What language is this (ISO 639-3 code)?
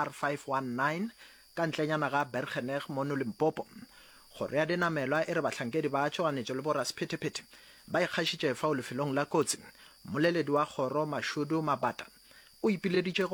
nso